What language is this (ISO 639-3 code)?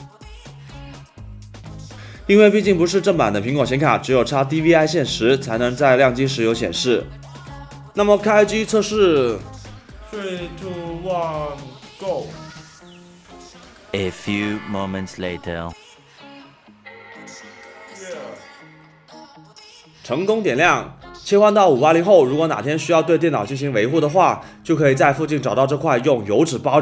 zho